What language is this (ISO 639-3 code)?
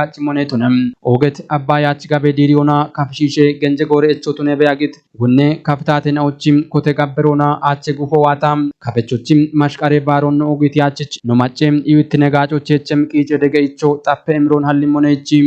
kbr